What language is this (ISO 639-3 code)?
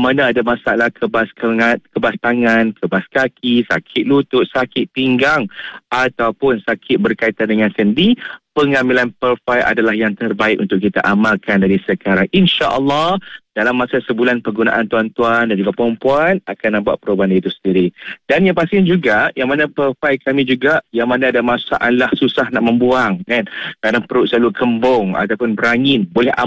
msa